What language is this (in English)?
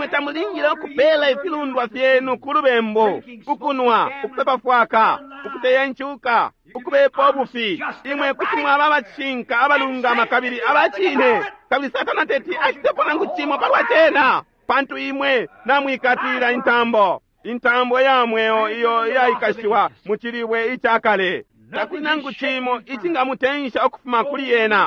Bemba